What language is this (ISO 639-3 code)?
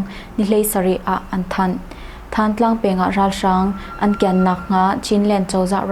cnh